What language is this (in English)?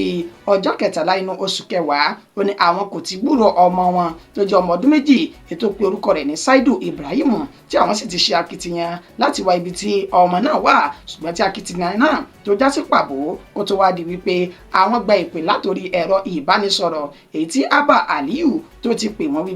Yoruba